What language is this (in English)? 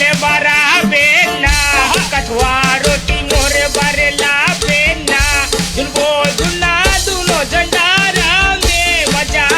Chhattisgarhi